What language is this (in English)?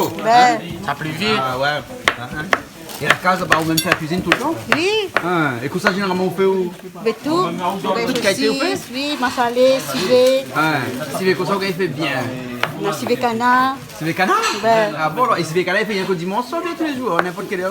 Réunion Creole French